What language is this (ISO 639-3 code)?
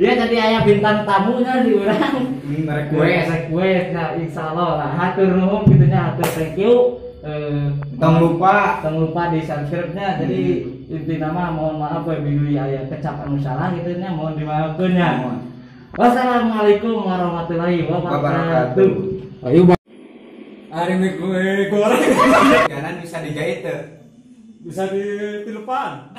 sun